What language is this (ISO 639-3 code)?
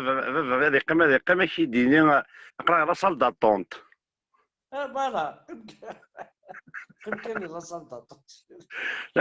kab